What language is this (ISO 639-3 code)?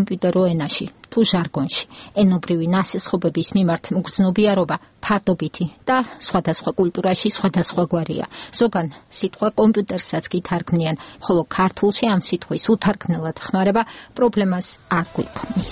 kat